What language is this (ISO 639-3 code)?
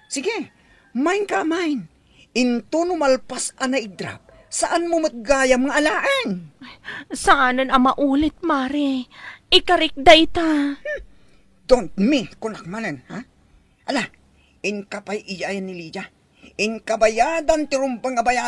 ilo